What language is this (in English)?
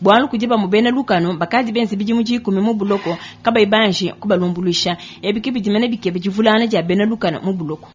Luba-Lulua